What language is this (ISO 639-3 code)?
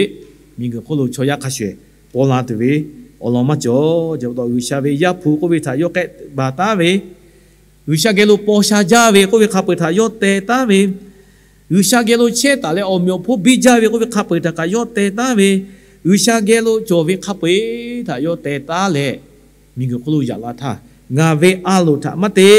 lhu